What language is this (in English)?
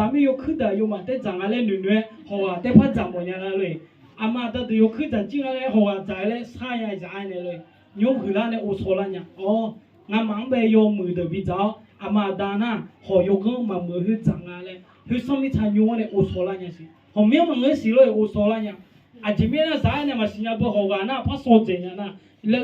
Akha